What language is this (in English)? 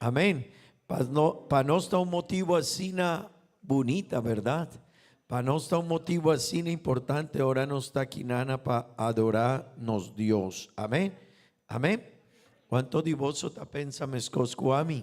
Papiamento